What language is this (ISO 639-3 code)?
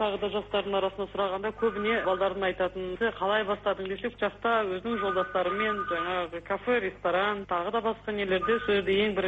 kaz